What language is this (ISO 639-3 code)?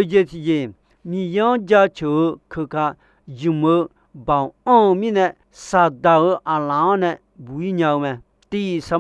ahk